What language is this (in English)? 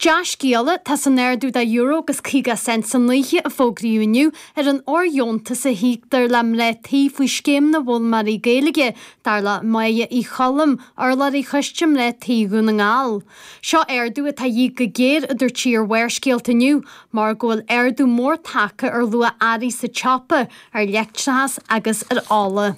Irish